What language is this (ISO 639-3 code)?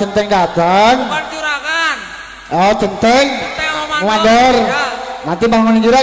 bew